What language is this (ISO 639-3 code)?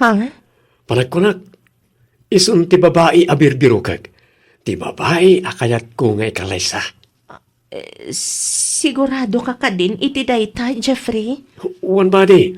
ilo